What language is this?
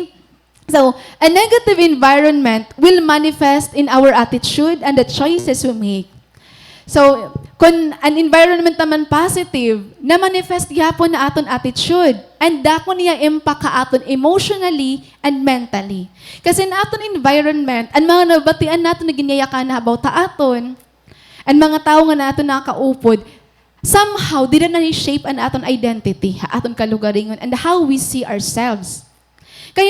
Waray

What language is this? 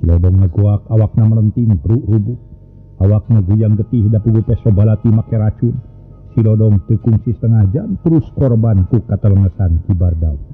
Sundanese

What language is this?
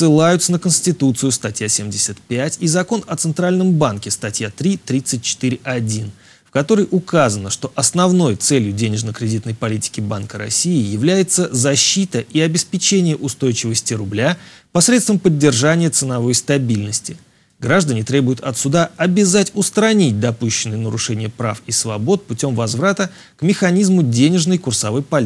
Russian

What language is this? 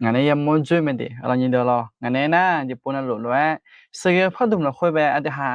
Akha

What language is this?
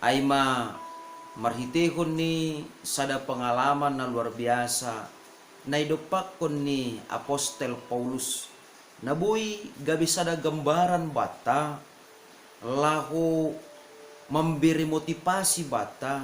Batak Simalungun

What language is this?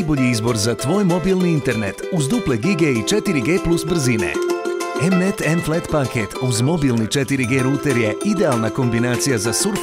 Bosnian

